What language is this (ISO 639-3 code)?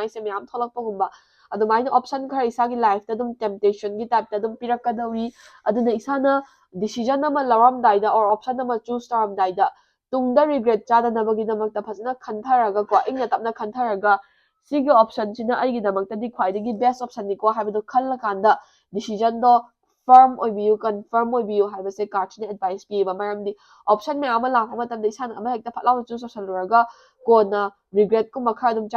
mni